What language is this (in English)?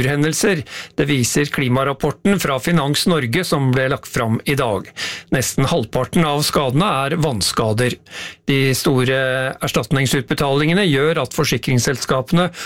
Norwegian